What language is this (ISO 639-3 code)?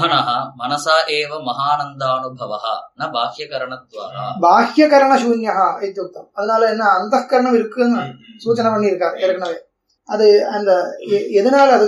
tam